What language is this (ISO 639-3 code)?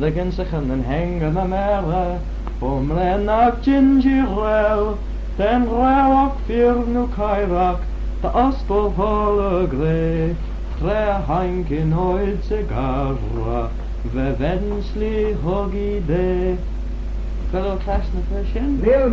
glv